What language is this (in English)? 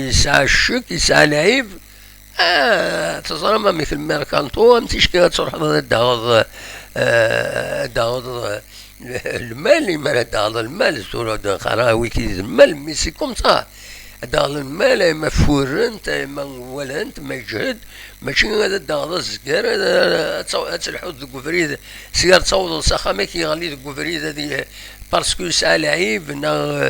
Kabyle